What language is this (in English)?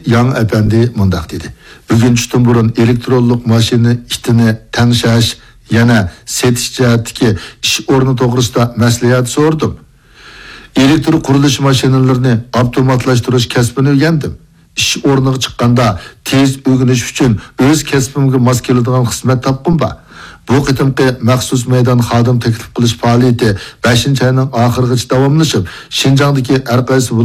Uyghur